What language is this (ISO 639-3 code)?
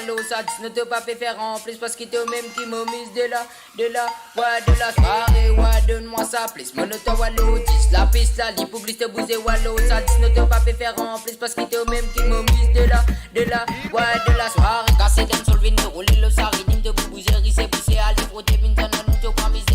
mfe